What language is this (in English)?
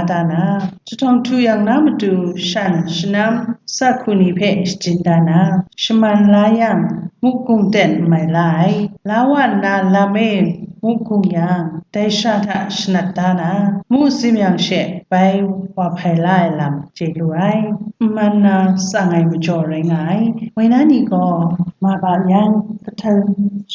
Kachin